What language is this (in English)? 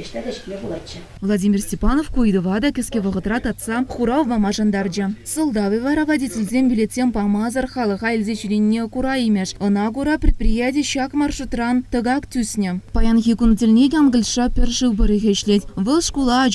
Chuvash